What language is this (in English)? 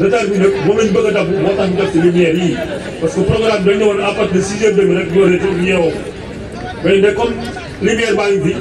Wolof